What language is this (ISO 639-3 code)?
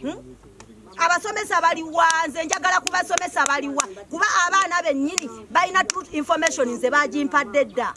lug